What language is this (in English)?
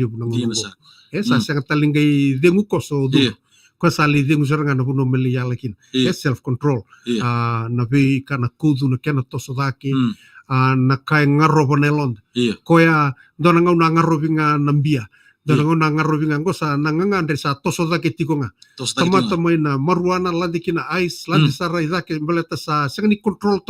Fijian